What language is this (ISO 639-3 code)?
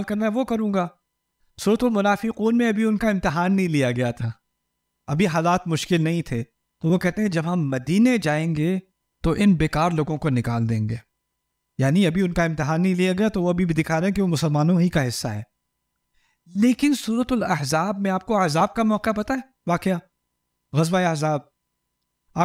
urd